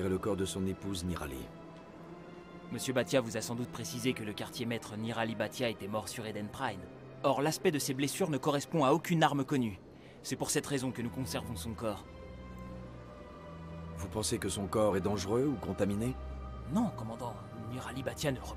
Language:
French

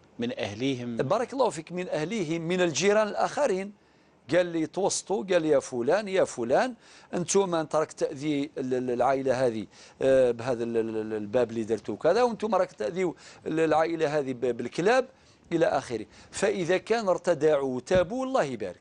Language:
Algerian Arabic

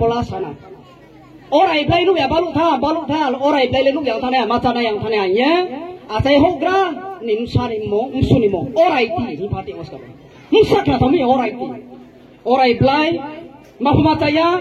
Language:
Riang (India)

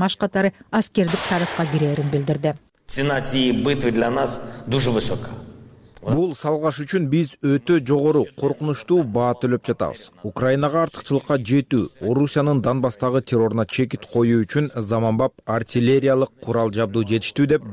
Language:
Kyrgyz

